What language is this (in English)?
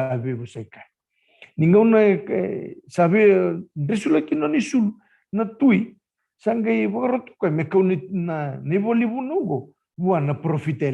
Fijian